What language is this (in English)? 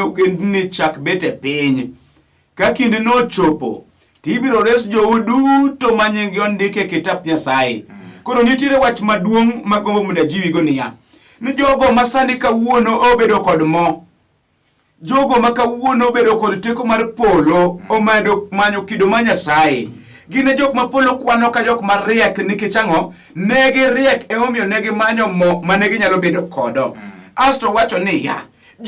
Luo (Kenya and Tanzania)